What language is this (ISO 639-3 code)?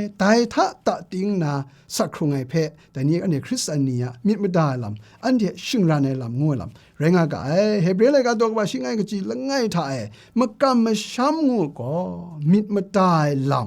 kac